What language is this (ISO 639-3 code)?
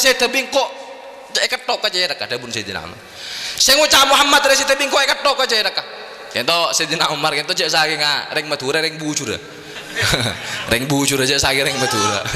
mad